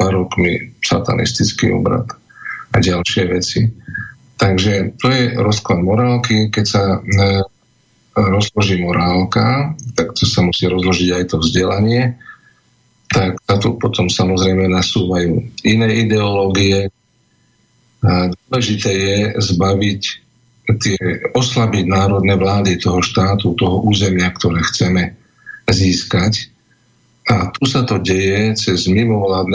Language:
Slovak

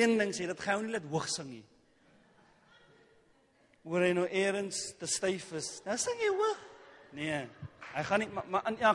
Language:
Afrikaans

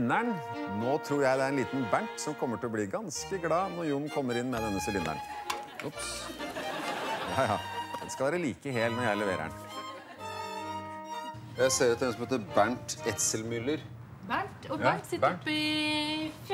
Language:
Norwegian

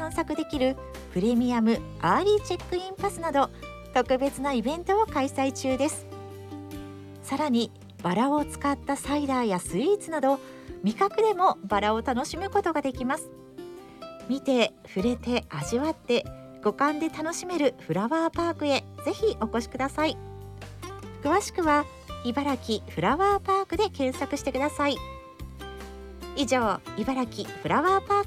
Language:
Japanese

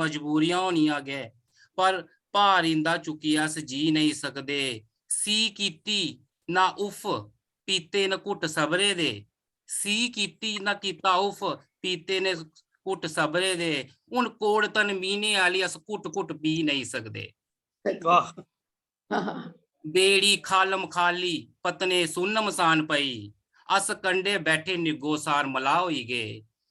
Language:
Dogri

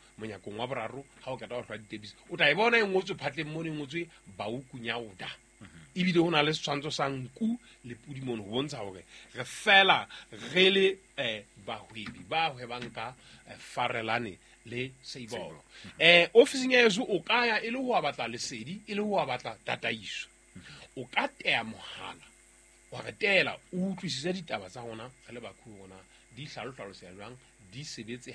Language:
Southern Sotho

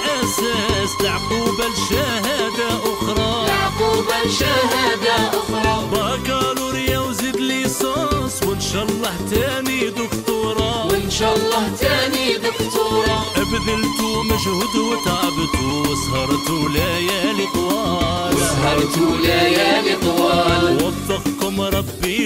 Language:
Algerian Arabic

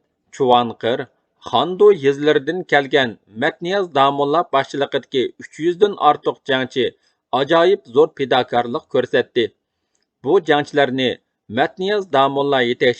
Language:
Uyghur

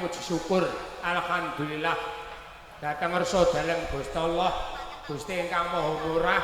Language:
Javanese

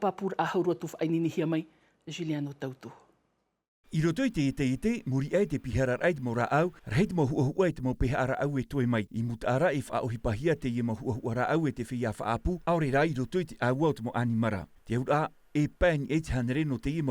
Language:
Tahitian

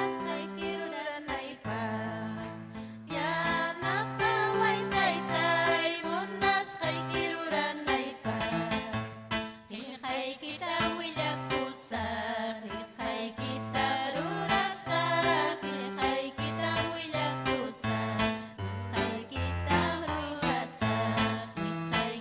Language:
Ayacucho Quechua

